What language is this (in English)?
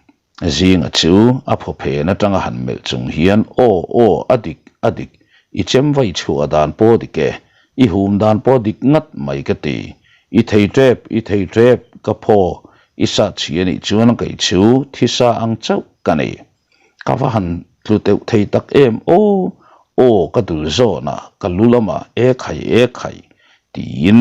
Mizo